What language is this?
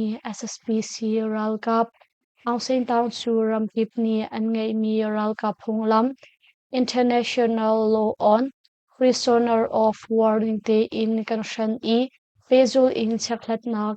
Hakha Chin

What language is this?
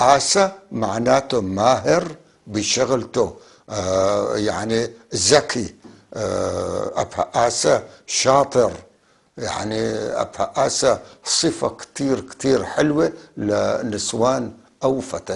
North Levantine Arabic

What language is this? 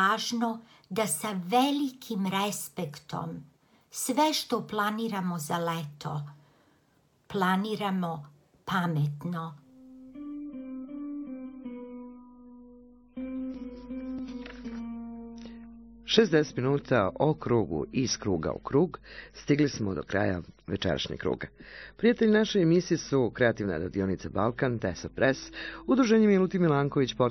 Serbian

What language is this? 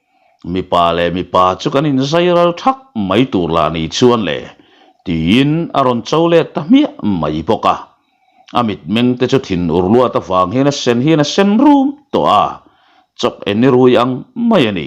Mizo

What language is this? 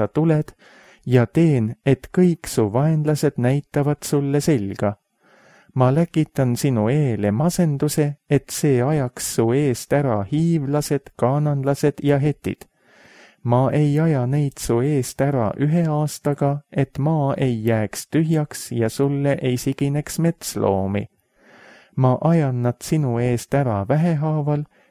Estonian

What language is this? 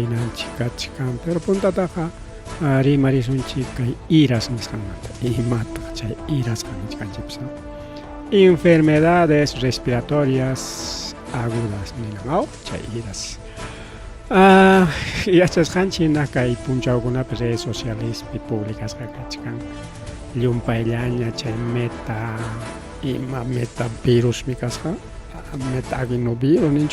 Ayacucho Quechua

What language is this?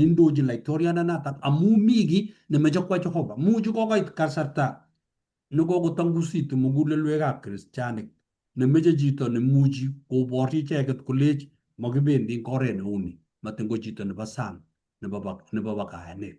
Kalenjin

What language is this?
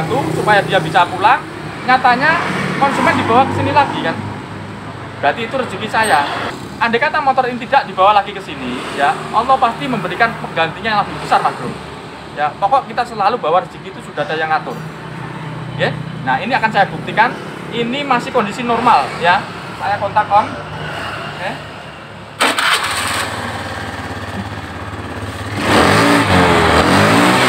Indonesian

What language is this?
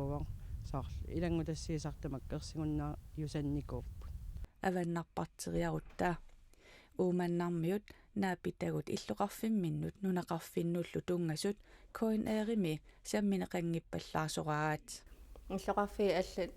Kalaallisut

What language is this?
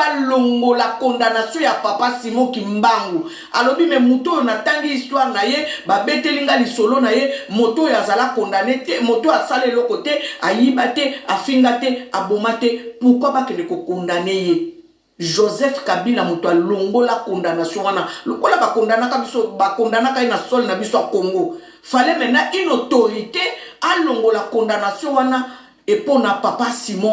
Lingala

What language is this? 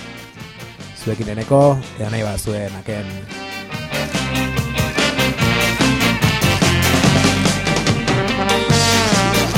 Basque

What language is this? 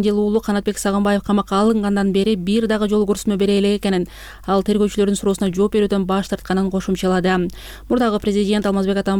Kyrgyz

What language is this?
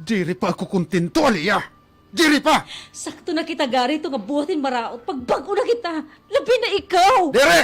Waray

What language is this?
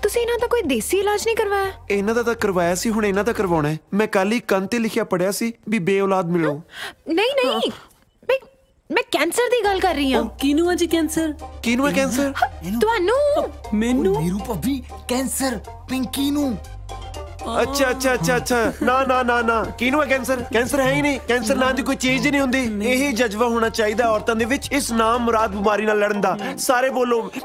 Punjabi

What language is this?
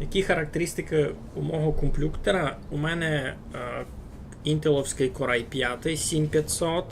Rusyn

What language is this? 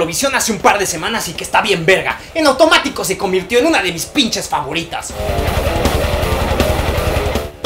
Spanish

